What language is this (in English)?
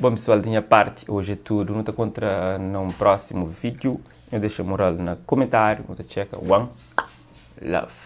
Kabuverdianu